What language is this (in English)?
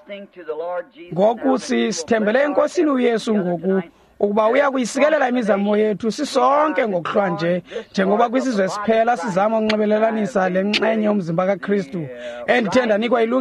Xhosa